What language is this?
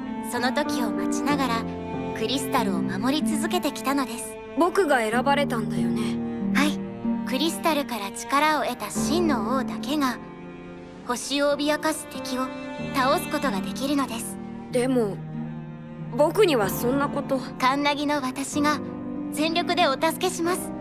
Japanese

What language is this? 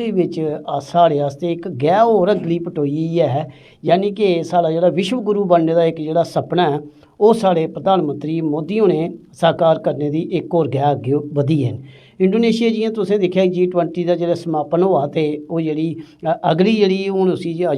Dogri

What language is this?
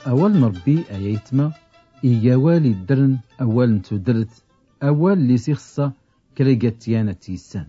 Tachelhit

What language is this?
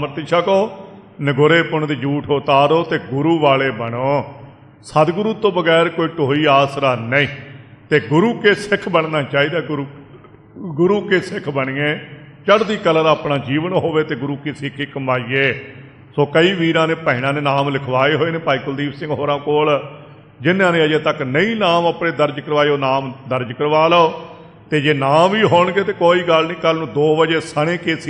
Punjabi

